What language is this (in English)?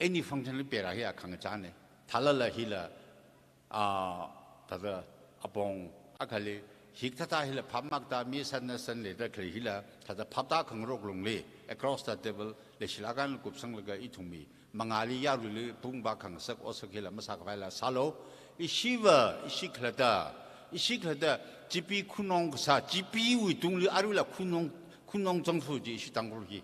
Tangkhul Naga (India)